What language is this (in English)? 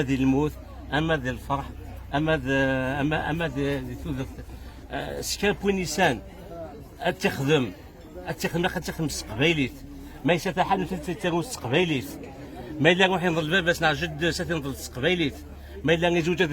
Kabyle